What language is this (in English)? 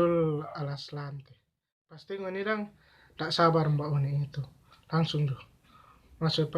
Manado Malay